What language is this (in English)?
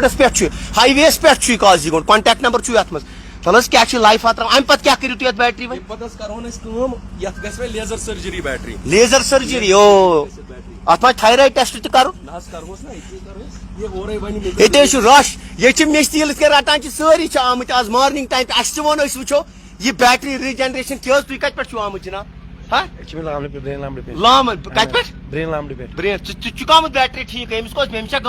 Kashmiri